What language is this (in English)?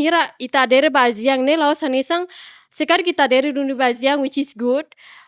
Tetum